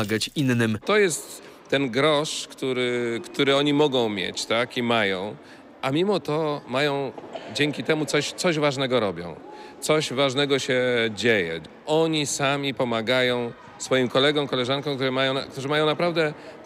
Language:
Polish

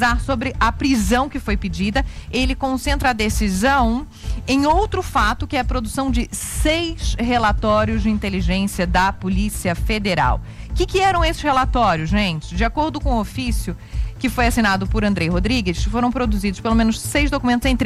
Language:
Portuguese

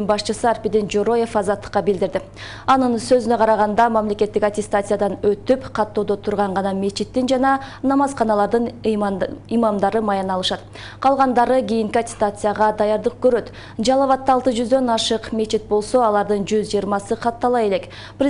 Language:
Kyrgyz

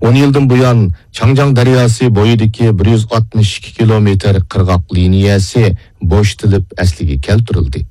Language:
Uyghur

